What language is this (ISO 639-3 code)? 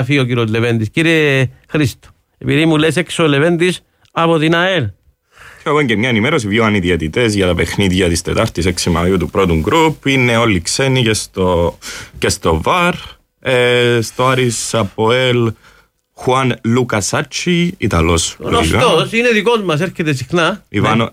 ell